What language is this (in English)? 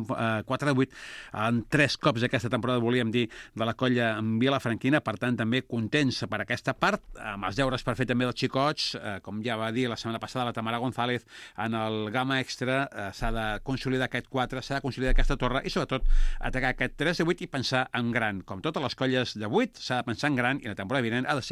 Catalan